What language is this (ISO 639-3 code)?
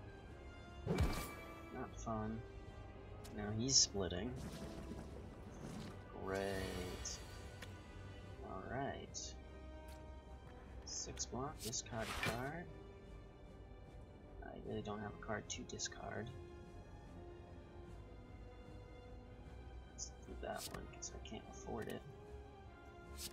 eng